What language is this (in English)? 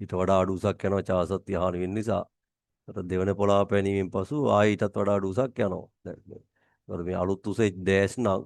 Sinhala